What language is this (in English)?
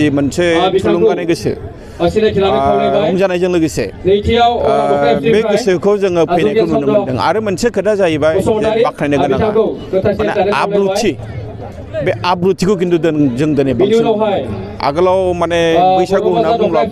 Bodo